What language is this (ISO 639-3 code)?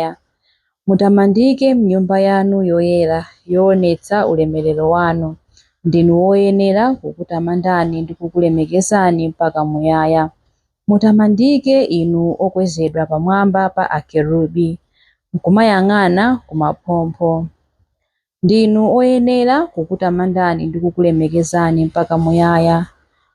nya